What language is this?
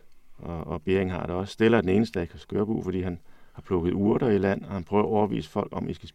Danish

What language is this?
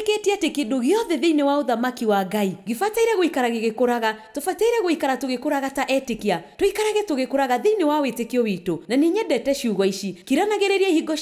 Kikuyu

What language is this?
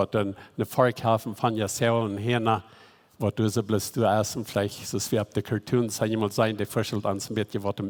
Plautdietsch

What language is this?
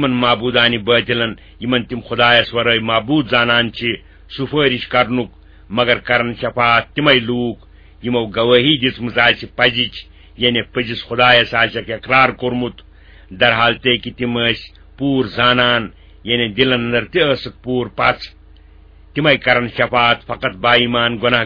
Kashmiri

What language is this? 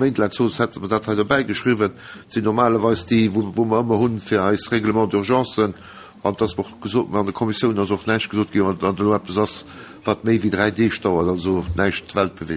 Luxembourgish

